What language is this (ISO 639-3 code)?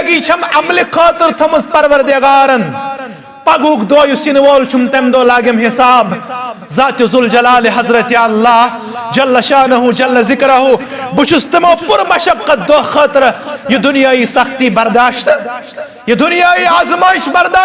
kas